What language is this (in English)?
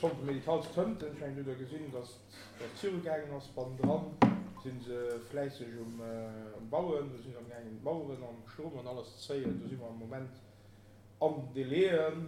Luxembourgish